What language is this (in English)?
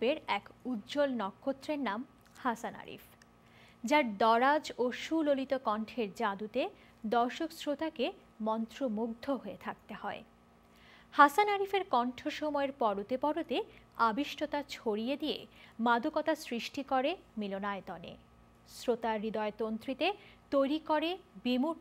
Bangla